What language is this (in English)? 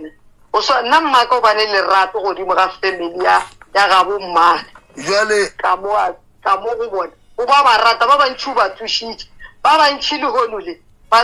Northern Sotho